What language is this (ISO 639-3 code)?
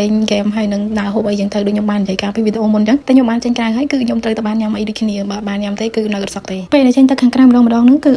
khm